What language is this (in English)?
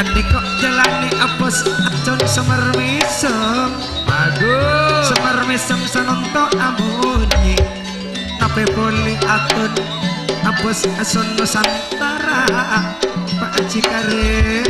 Madurese